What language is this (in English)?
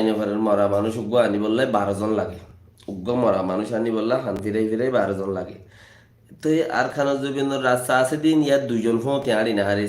Rohingya